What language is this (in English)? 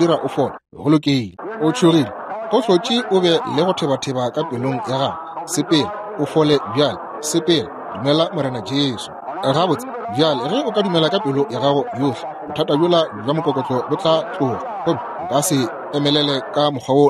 Northern Sotho